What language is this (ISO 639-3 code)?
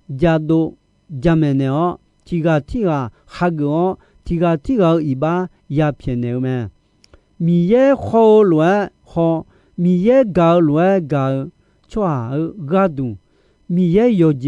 ahk